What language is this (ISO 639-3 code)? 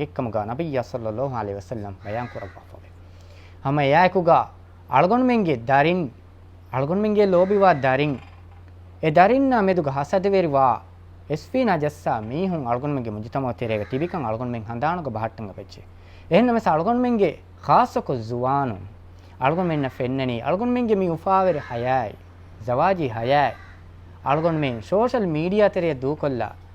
div